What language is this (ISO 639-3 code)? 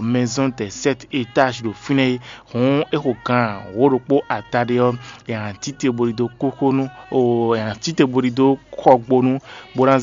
fon